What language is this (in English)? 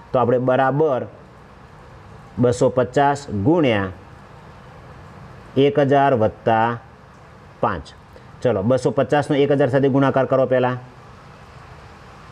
Gujarati